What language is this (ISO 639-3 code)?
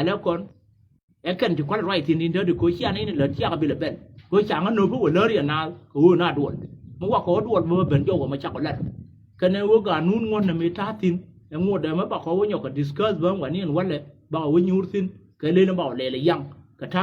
nus